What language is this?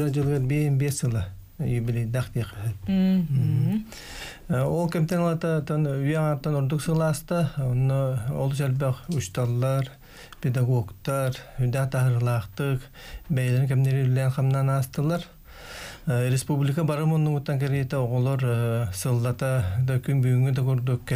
Yakut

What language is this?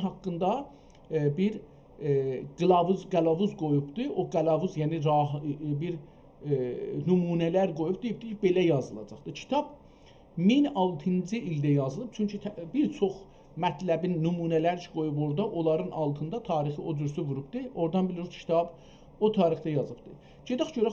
South Azerbaijani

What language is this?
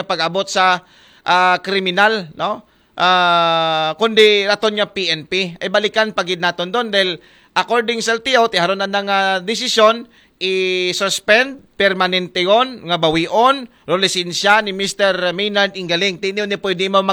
Aklanon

